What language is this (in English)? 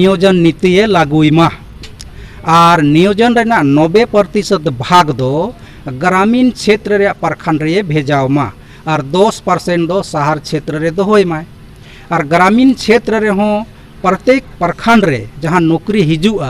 Santali